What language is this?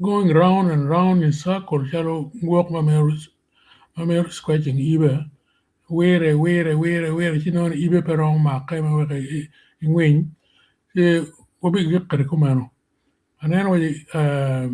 Acoli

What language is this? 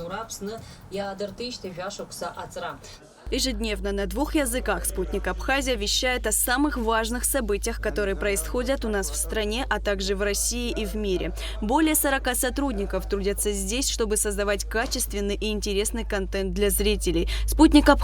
Abkhazian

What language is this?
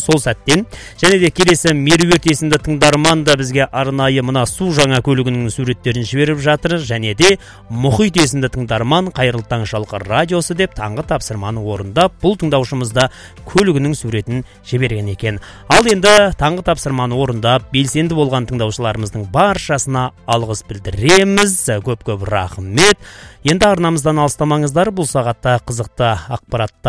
Kazakh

